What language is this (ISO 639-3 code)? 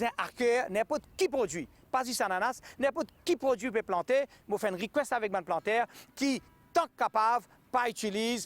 mfe